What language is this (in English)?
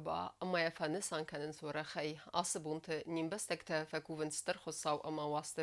Ossetic